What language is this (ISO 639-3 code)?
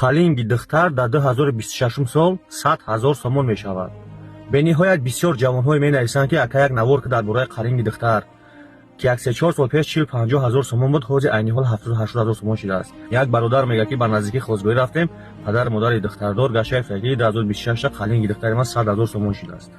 tgk